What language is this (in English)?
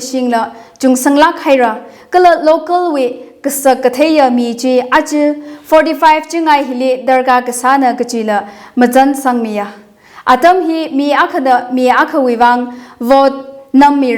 Tangkhul Naga (India)